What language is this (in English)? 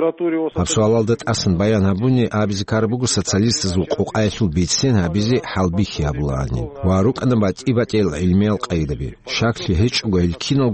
Avaric